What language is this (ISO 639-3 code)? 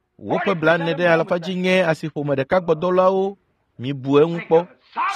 ewe